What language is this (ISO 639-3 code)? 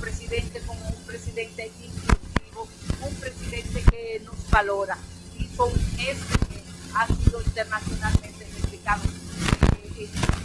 spa